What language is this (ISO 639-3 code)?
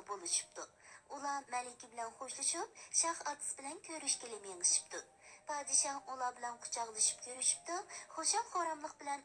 uig